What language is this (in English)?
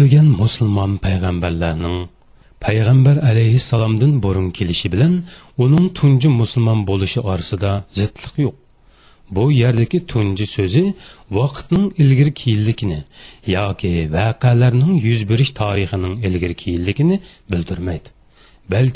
Uyghur